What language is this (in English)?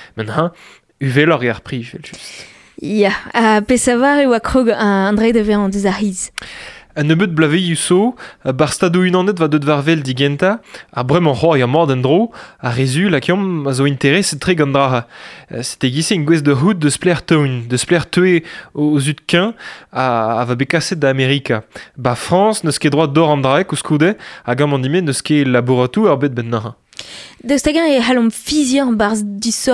Breton